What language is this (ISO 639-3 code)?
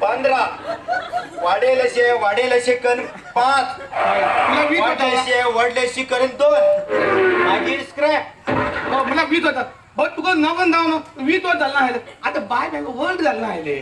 kok